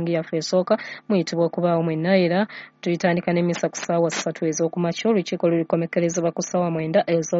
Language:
Ganda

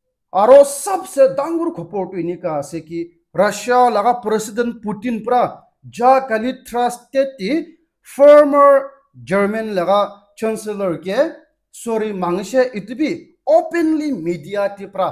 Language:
Naga Pidgin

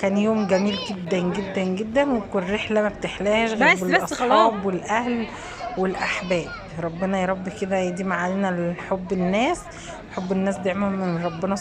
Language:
Egyptian Arabic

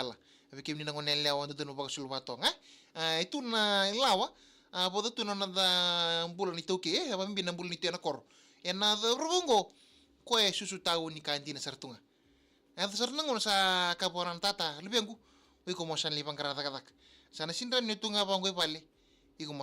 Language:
Fijian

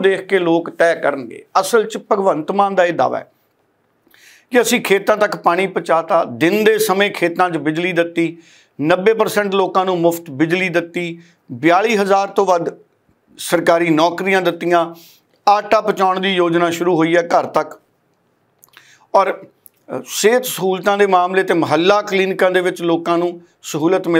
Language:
Punjabi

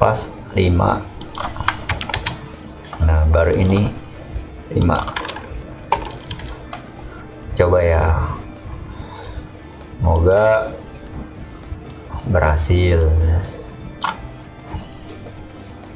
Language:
Indonesian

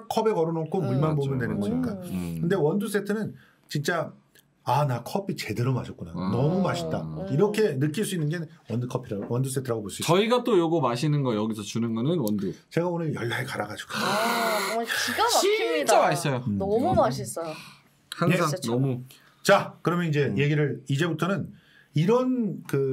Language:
Korean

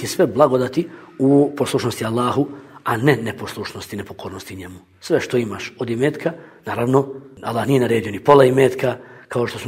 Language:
Bosnian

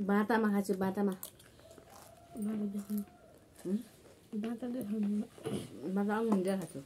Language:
Nepali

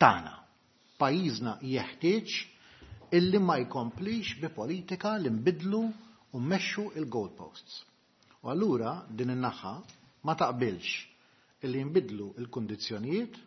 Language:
Maltese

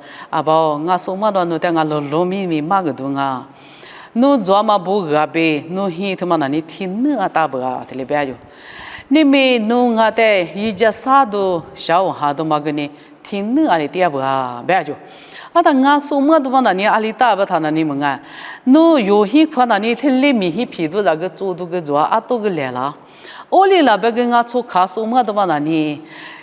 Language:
Lisu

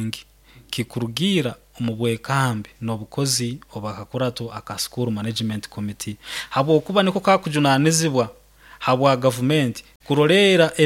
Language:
Nyoro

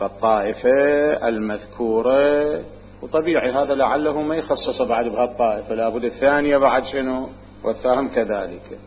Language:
Mesopotamian Arabic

